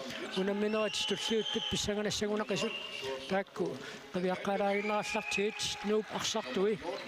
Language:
Kalaallisut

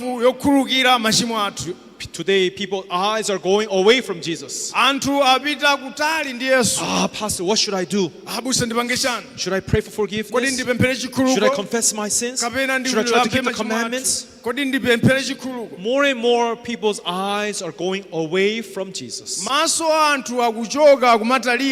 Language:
Nyanja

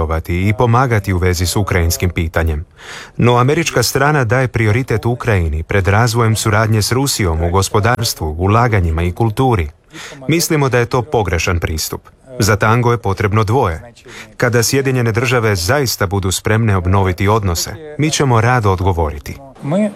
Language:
Croatian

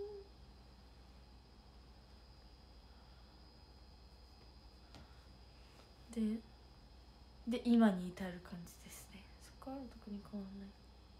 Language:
Japanese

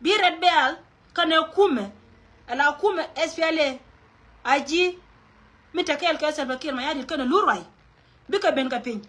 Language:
Nuer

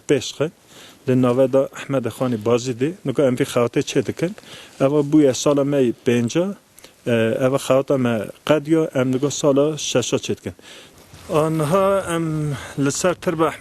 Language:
Kurdish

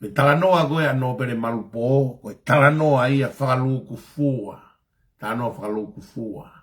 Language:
Tongan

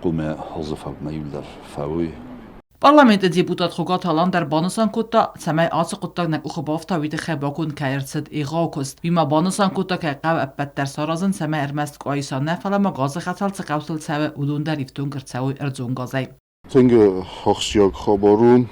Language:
Ossetic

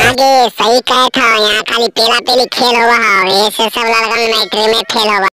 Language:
Magahi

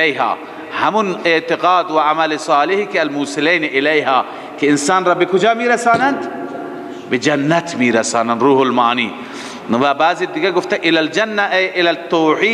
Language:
Persian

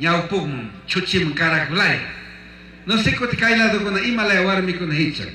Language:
Chimborazo Highland Quichua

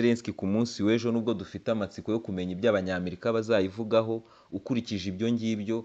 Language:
Kinyarwanda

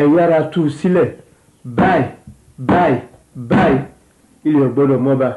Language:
Yoruba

